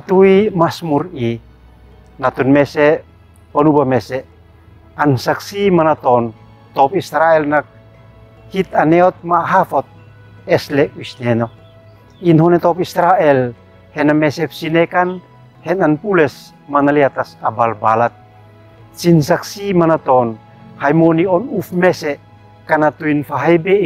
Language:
Uab Meto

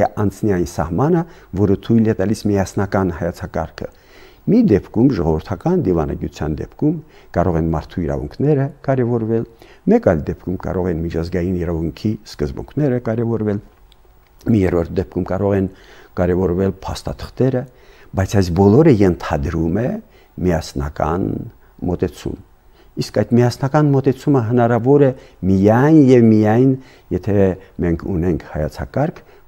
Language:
Armenian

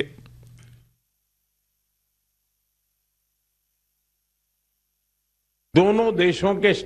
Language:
Gujarati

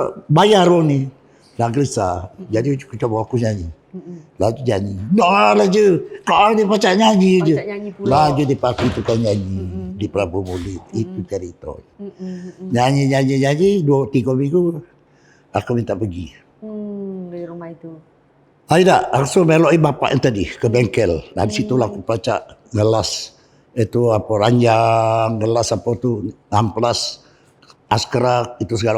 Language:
Musi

